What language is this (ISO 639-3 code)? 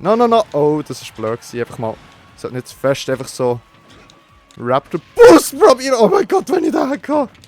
gsw